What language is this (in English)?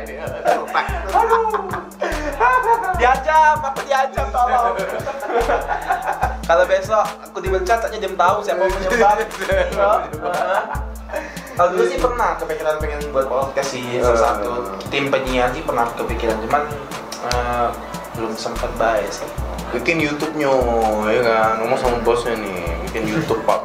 Indonesian